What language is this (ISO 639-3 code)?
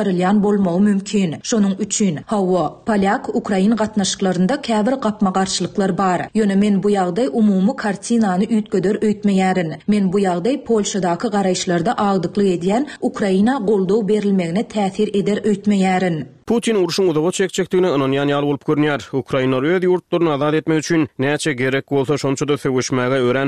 tuk